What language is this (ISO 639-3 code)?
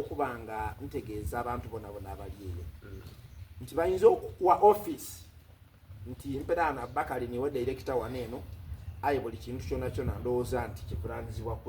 xog